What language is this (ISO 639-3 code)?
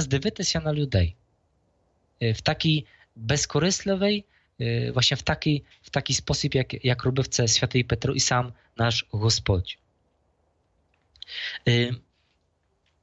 ukr